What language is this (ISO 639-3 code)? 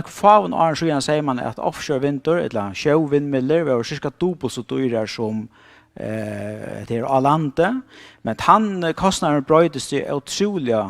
fao